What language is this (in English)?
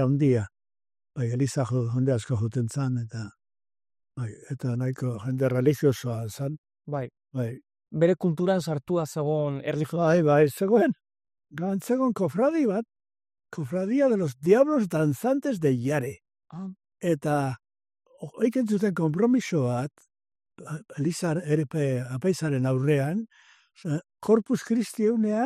Basque